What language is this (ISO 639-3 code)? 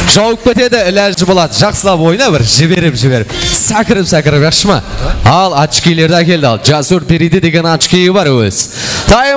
kaa